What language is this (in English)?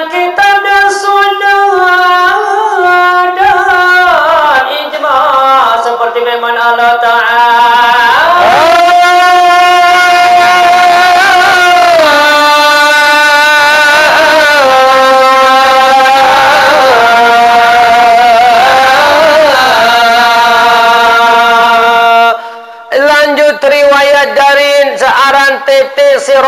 Sasak